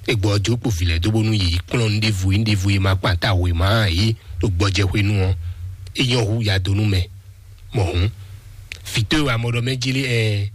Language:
Fon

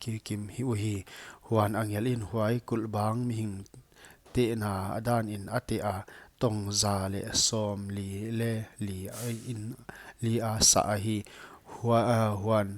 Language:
Paite Chin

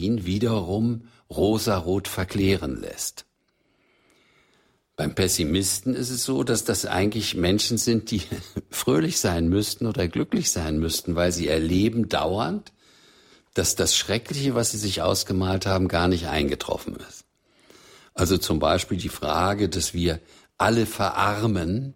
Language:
German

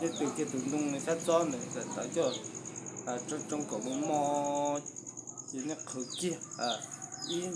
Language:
Hmong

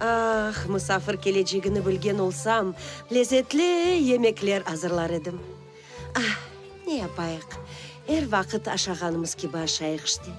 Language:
Crimean Tatar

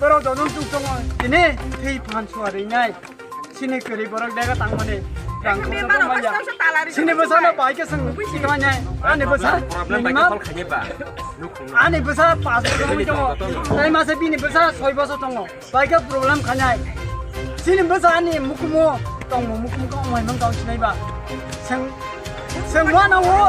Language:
Kok Borok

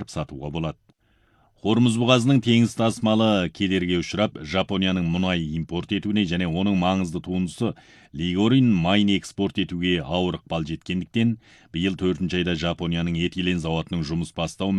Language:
Kazakh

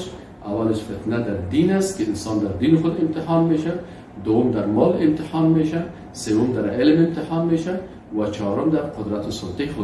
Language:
Persian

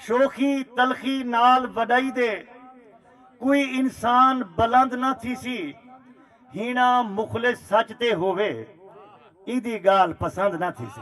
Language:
Saraiki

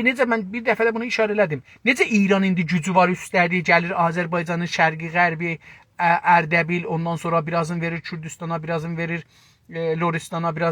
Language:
South Azerbaijani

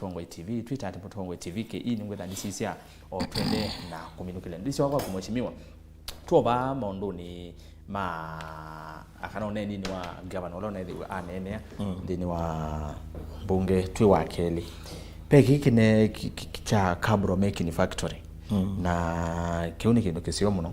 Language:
Kamba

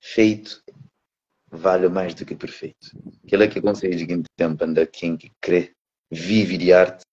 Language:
Kabuverdianu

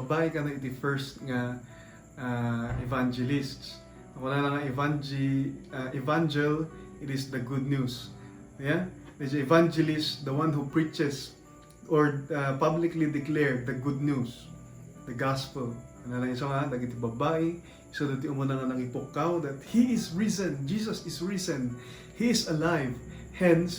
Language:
Iloko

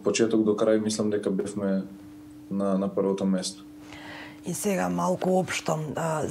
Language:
Macedonian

